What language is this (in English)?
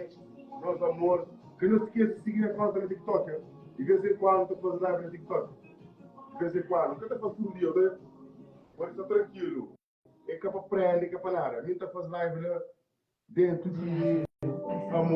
Kabuverdianu